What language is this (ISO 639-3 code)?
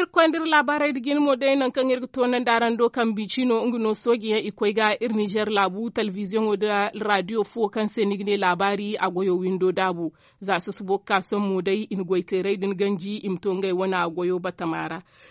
dje